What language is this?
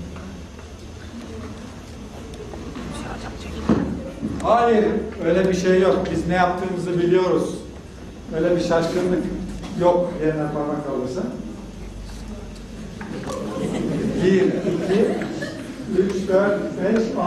Turkish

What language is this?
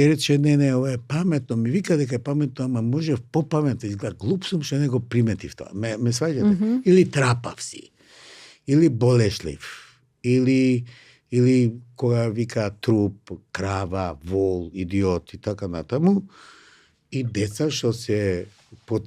Macedonian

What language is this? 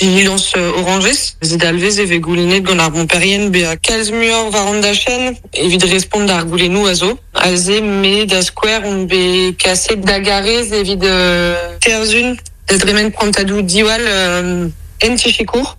Breton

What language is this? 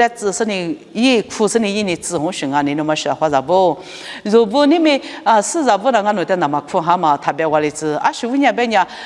Lisu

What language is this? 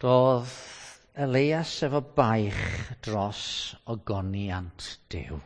Welsh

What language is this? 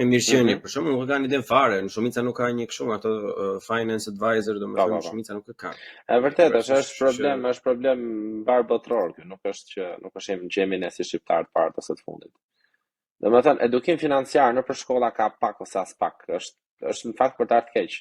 Albanian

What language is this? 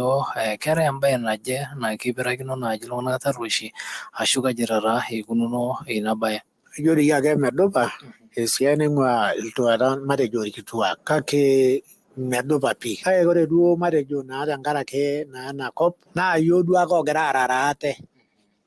Masai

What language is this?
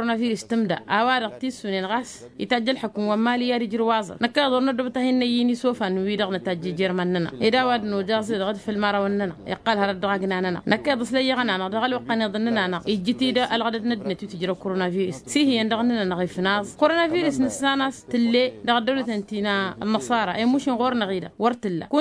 Tamasheq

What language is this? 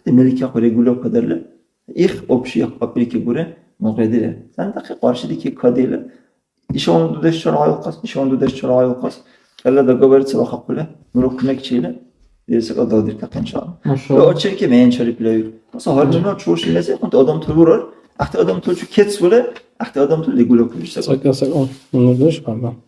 Dargwa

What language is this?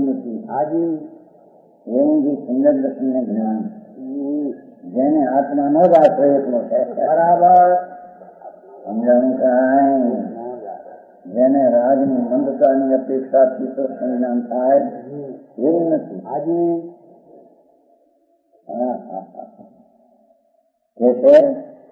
Gujarati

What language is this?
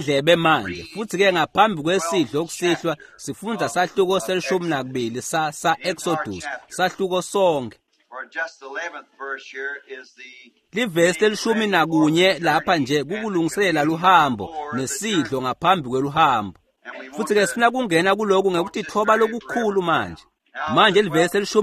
Swati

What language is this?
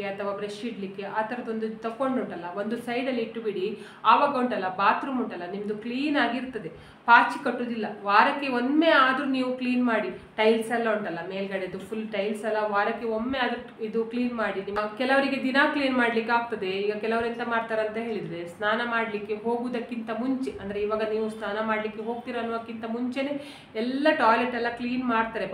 Kannada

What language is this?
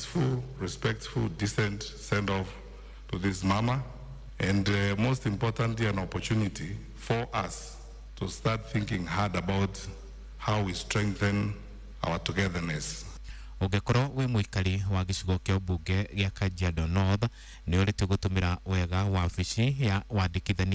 Kikuyu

